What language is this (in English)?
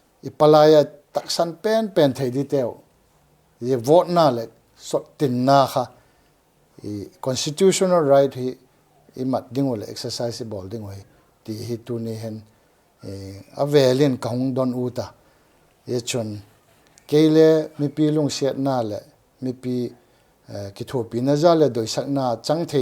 Paite Chin